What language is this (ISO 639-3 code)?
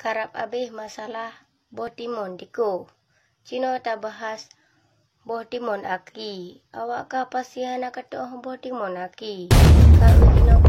ace